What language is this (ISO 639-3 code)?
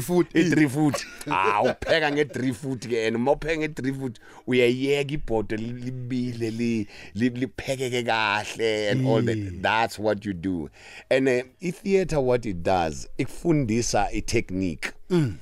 nbl